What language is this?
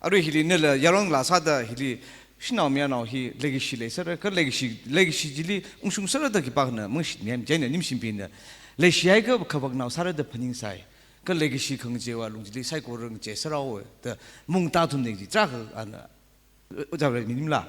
Tangkhul Naga (India)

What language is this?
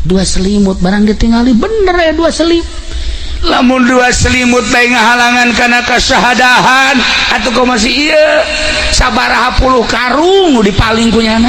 Sundanese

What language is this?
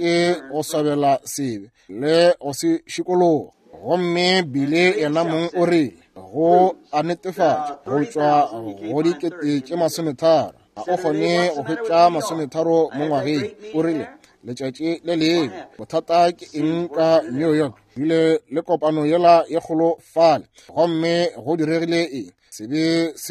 Northern Sotho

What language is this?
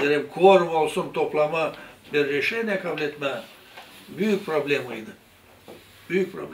Gagauz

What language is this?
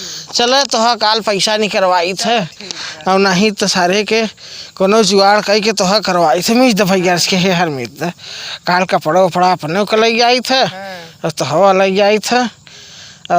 Awadhi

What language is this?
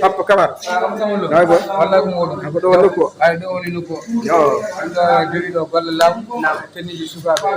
Fula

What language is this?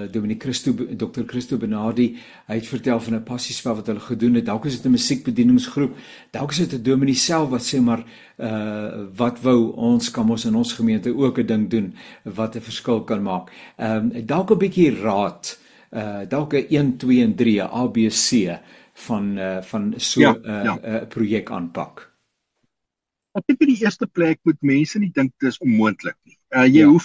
Afrikaans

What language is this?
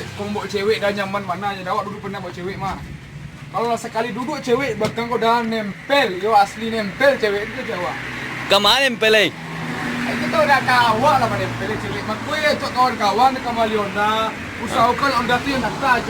Minangkabau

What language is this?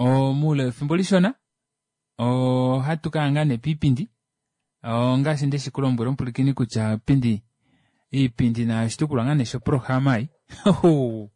Kuanyama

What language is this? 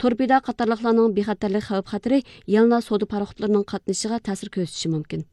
Uyghur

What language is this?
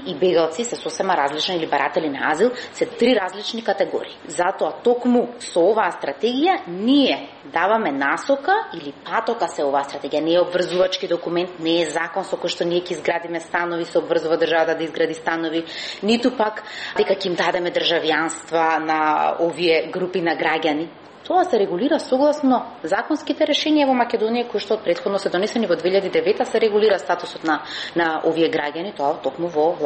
Macedonian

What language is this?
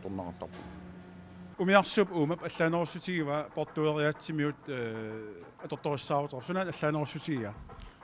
Kalaallisut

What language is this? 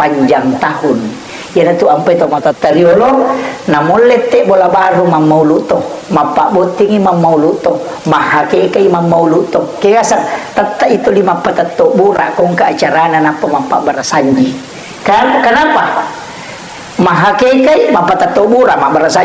Buginese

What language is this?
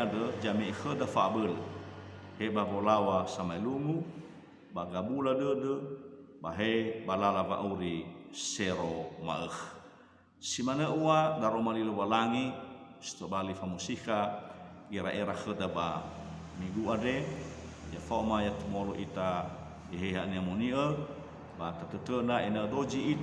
Nias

